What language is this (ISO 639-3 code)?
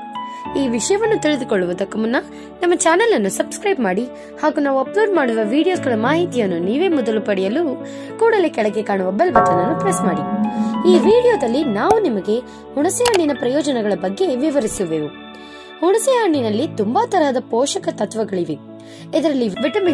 kan